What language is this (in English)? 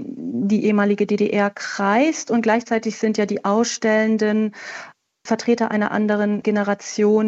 German